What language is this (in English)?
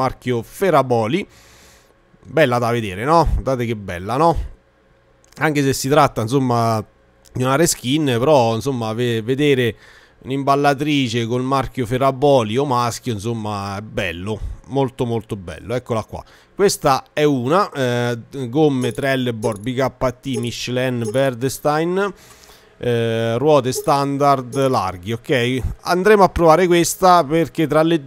Italian